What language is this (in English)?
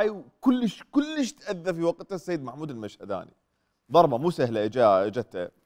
Mesopotamian Arabic